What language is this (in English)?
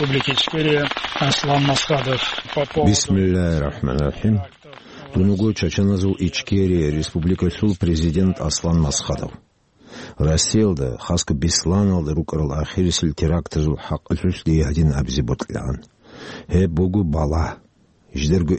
Avaric